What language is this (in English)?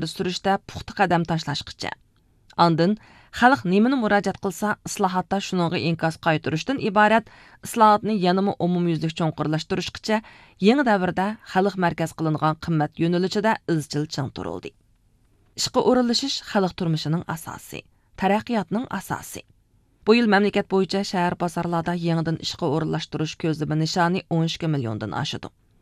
Uyghur